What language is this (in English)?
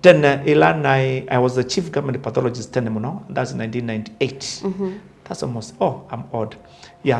Kamba